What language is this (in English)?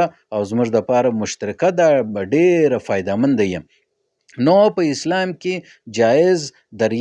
Pashto